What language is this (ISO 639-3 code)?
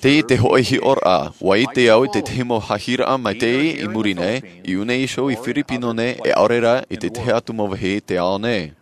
tah